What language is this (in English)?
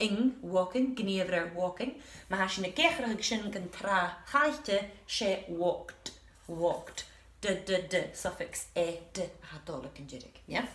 Scottish Gaelic